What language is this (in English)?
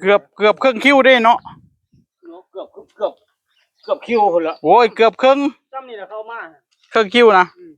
Northeastern Thai